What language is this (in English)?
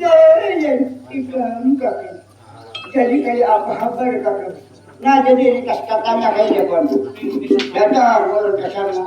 Banjar